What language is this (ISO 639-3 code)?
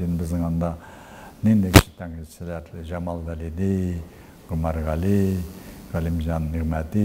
tat